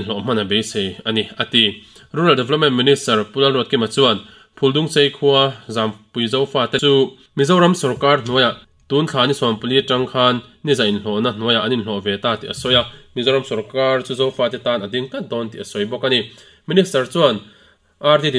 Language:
Mizo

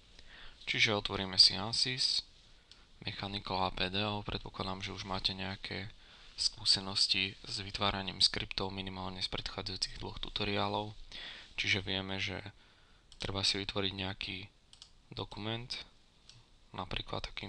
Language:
Slovak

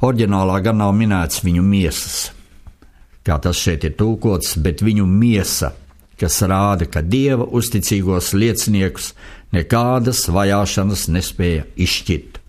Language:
Latvian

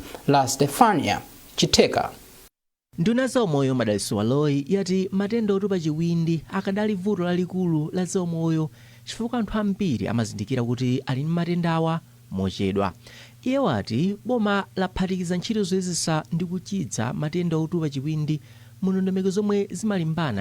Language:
Nyanja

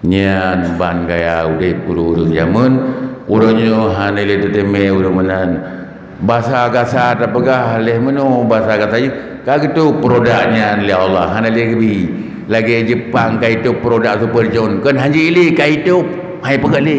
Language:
Achinese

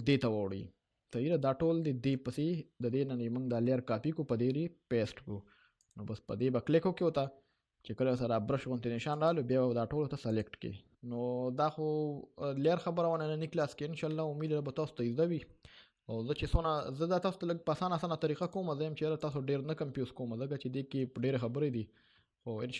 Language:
Pashto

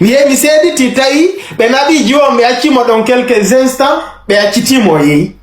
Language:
Fula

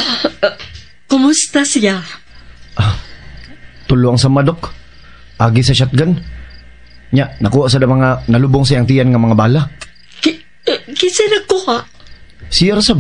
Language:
Cebuano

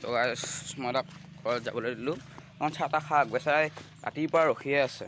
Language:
Assamese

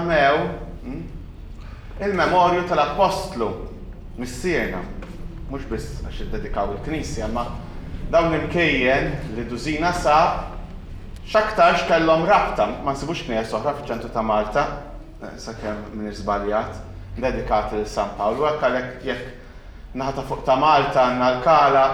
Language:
Maltese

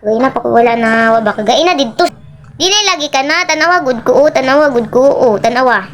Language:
Cebuano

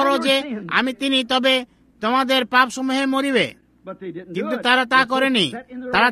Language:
Bangla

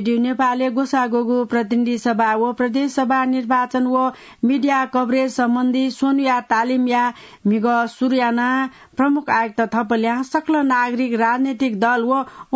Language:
Newari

